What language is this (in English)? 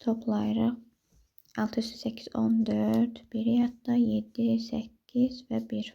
Azerbaijani